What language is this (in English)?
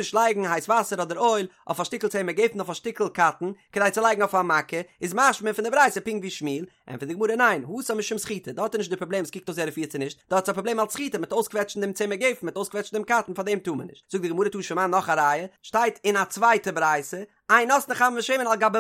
Yiddish